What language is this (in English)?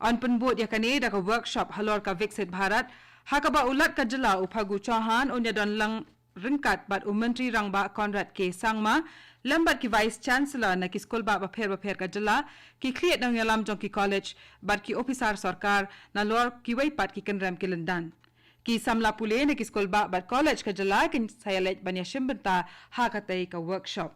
Khasi